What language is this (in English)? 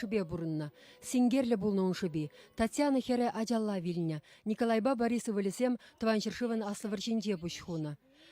Chuvash